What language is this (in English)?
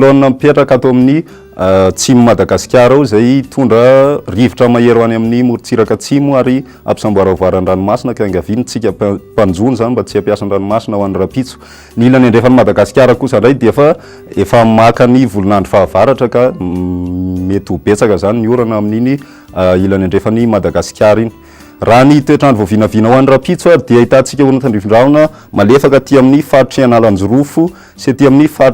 Malagasy